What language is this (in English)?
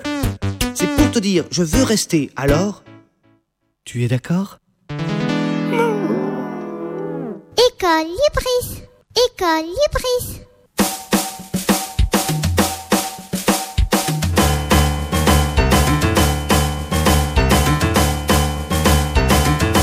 French